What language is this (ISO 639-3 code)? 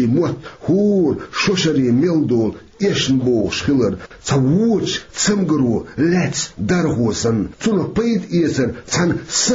che